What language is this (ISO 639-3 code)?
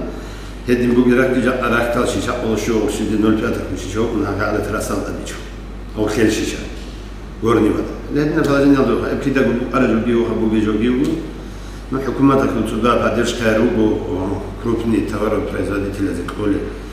ava